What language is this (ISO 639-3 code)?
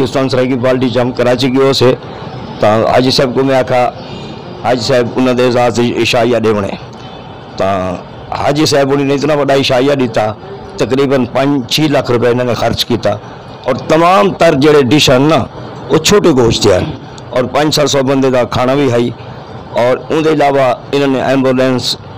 skr